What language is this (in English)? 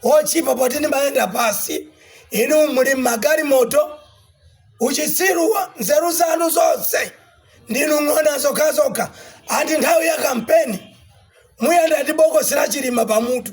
Nyanja